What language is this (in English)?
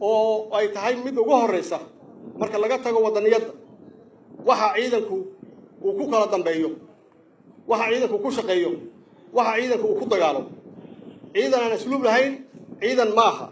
Somali